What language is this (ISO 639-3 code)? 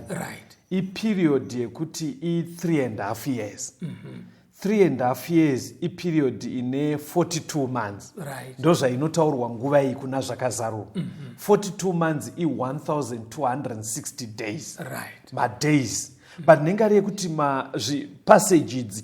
sna